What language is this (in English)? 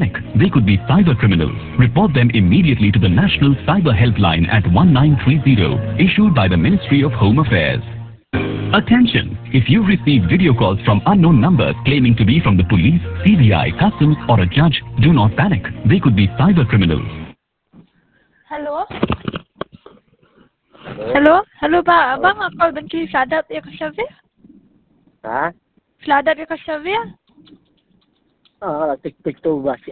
Khasi